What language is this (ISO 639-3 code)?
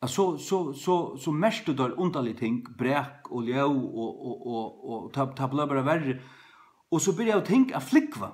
fao